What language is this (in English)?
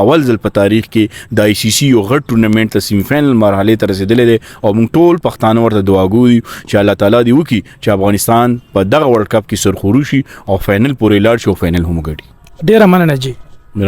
Pashto